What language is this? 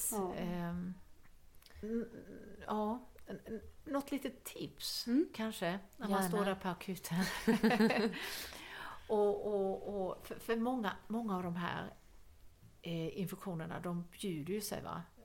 Swedish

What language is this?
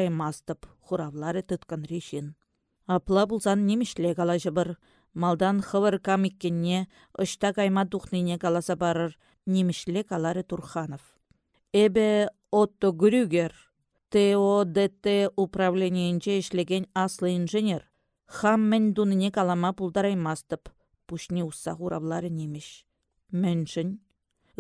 Chuvash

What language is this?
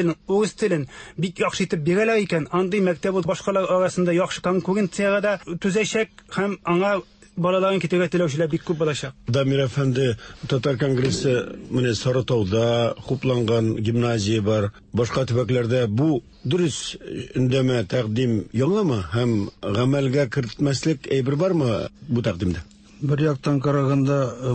Tatar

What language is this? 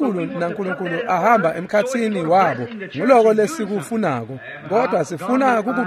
Swati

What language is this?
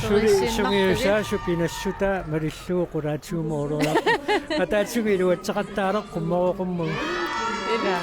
Kalaallisut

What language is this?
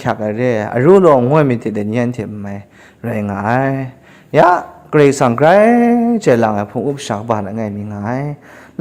Kachin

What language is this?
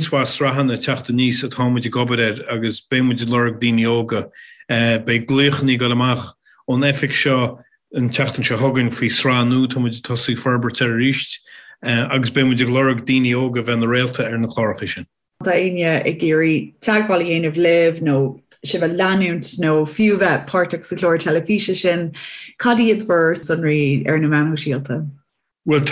Irish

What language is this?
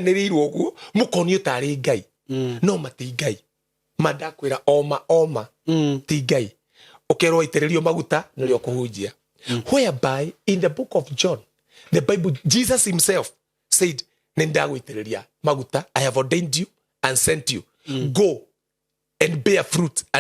Kikuyu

